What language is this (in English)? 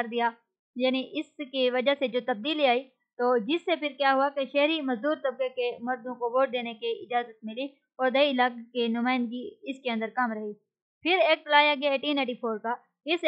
Urdu